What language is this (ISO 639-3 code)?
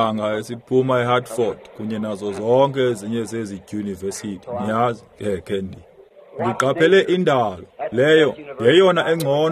xho